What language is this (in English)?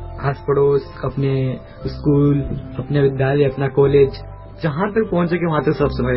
Hindi